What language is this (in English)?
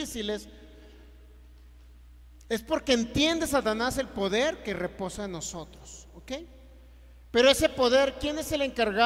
Spanish